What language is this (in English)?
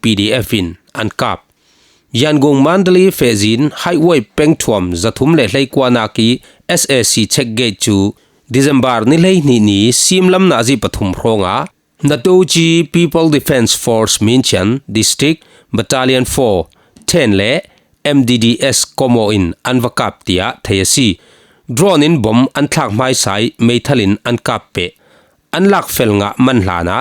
Falam Chin